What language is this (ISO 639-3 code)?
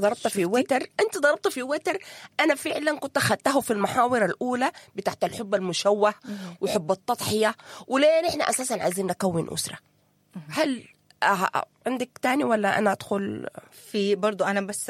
apd